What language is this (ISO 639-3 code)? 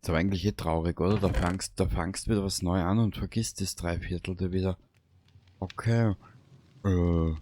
bar